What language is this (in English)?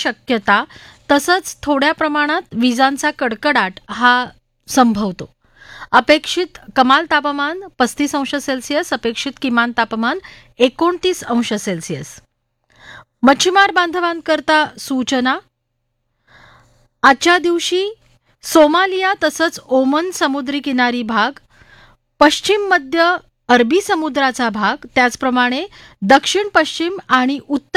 Marathi